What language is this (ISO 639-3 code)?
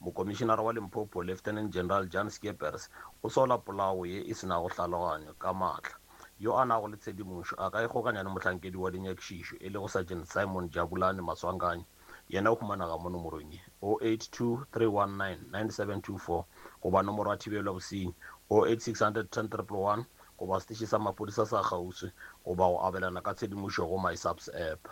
nso